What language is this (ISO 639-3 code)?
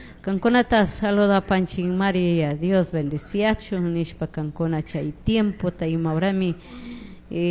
qug